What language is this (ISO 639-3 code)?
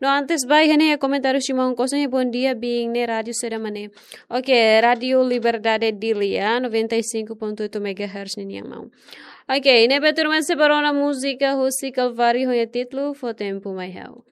tet